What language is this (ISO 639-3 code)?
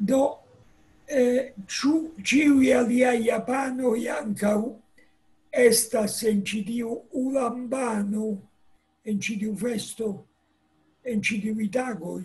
epo